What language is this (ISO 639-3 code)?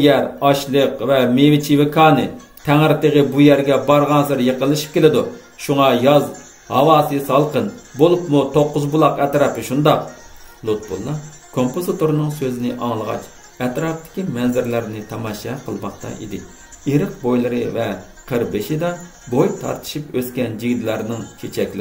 uig